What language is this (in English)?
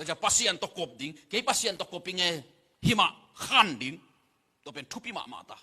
Tedim Chin